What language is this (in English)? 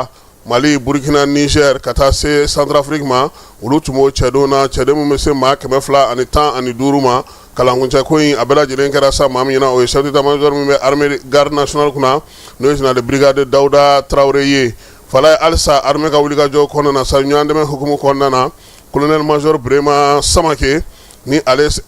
Bambara